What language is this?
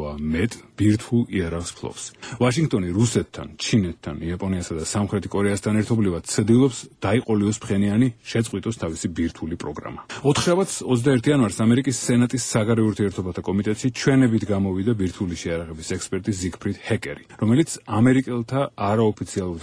Georgian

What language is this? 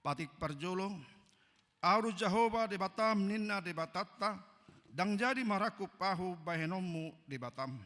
Batak Toba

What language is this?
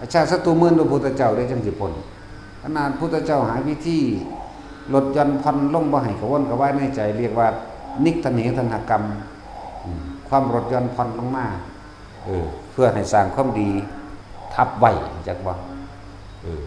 Northeastern Thai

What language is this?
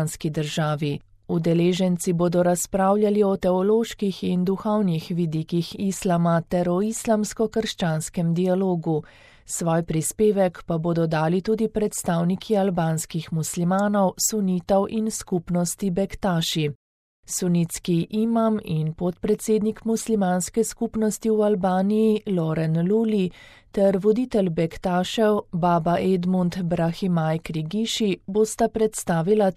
Slovenian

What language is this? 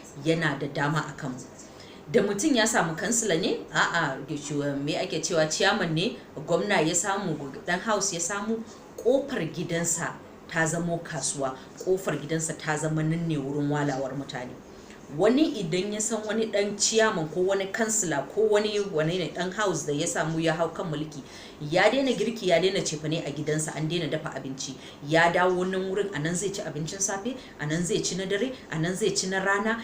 Hausa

